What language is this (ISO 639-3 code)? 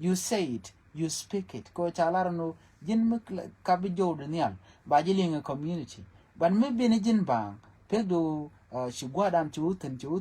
nus